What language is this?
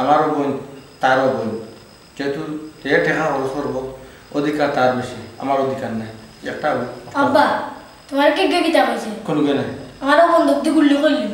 Sylheti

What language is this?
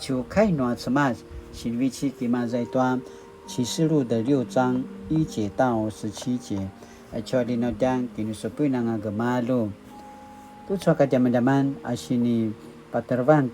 Paiwan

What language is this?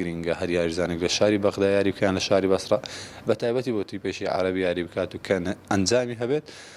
Central Kurdish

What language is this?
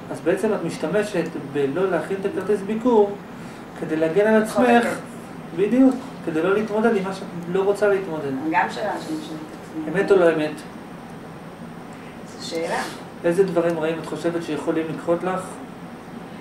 Hebrew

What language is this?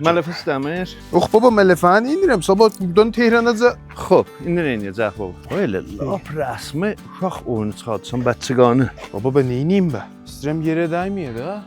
South Azerbaijani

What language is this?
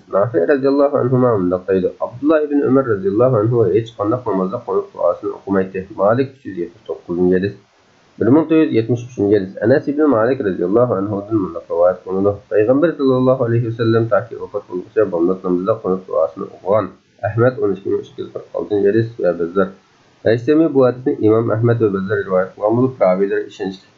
Uyghur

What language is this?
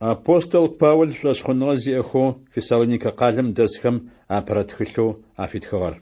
Adyghe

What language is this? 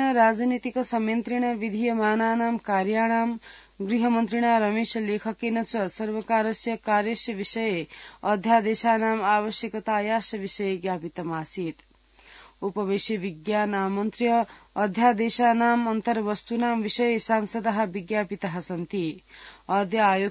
Sanskrit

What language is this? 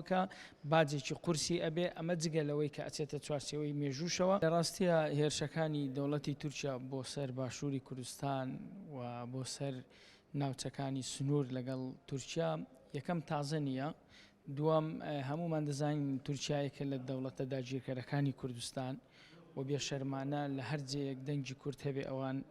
Central Kurdish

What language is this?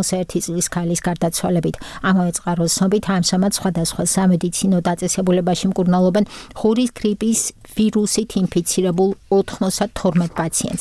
Georgian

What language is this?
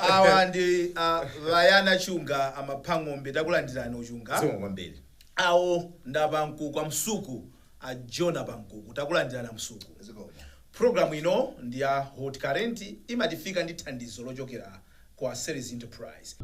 Nyanja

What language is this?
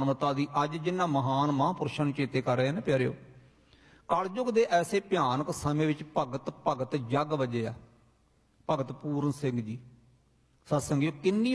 Punjabi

